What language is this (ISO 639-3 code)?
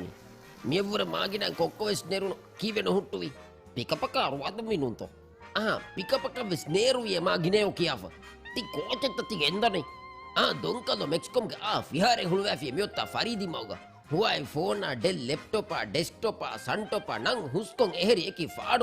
div